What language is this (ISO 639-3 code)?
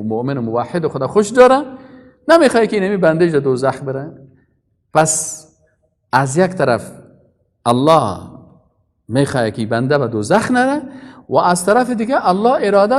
fas